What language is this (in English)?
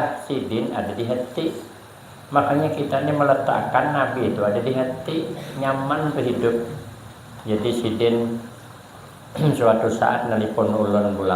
Banjar